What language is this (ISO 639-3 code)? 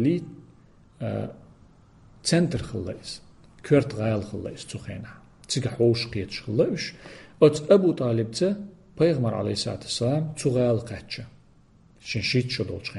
che